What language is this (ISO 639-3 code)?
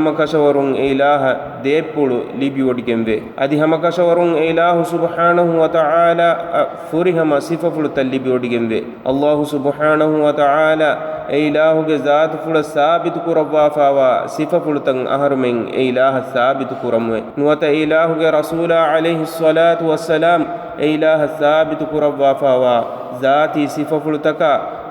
div